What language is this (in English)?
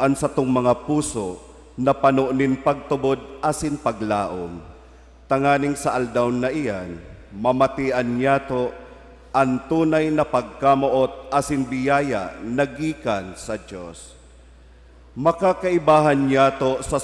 Bikol